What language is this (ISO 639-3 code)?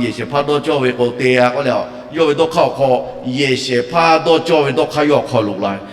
lhu